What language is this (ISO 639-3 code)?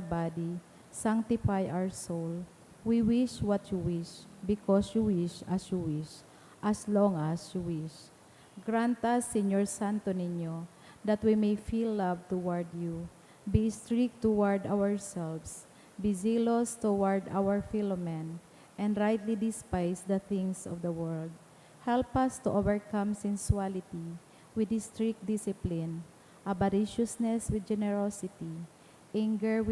bik